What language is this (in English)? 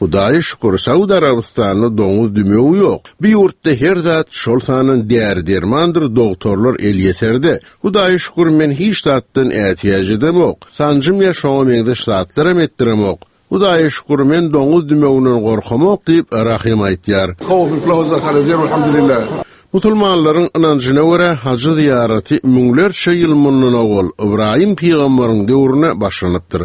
Turkmen